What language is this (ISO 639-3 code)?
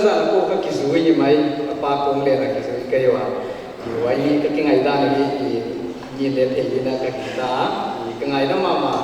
pck